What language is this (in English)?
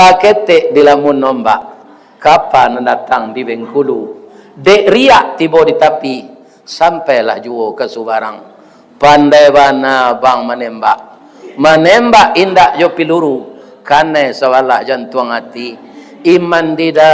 Minangkabau